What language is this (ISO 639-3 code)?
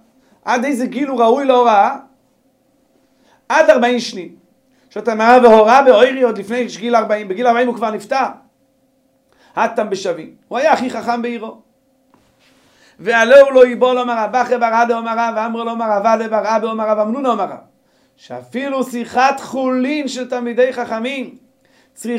heb